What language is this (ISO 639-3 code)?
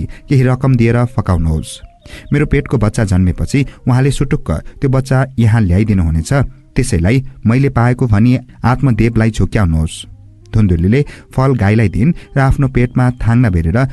nep